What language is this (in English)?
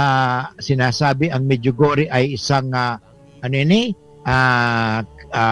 Bikol